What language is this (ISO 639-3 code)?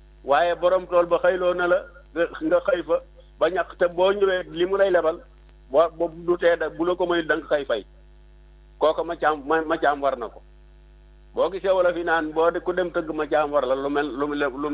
wol